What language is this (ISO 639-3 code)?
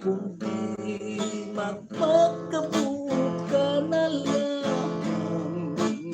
hil